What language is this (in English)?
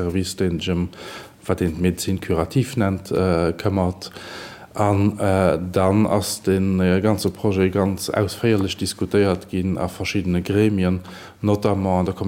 Luxembourgish